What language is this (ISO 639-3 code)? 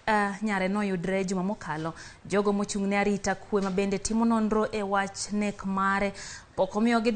luo